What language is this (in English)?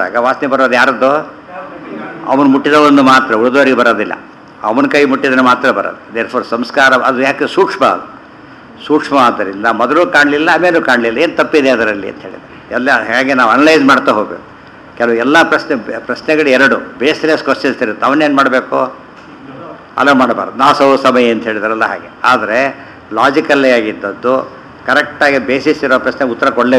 Kannada